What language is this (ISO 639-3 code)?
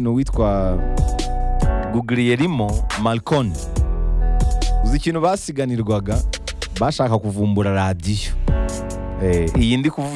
kin